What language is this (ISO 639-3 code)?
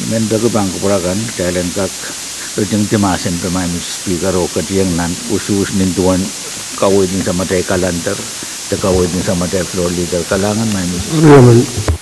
pon